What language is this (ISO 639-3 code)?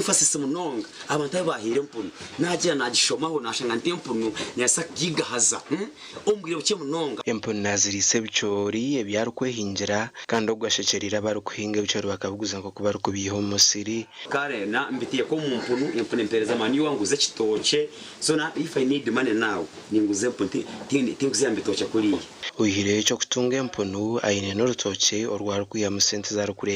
nyn